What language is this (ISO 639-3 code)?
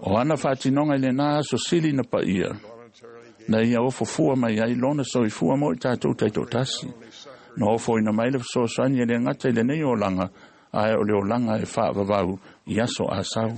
smo